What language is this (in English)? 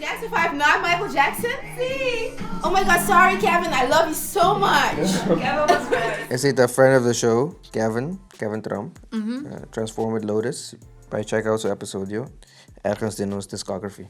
Papiamento